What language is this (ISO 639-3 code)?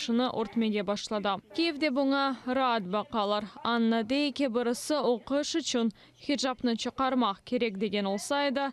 crh